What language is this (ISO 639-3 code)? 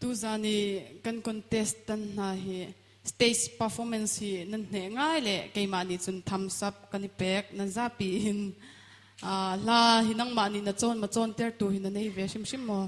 cnh